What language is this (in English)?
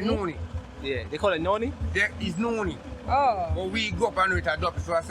Jamaican Creole English